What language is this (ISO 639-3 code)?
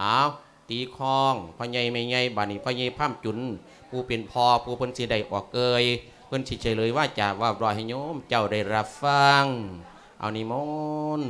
lao